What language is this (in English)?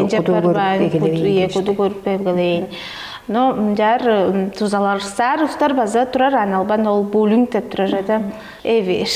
Tuvinian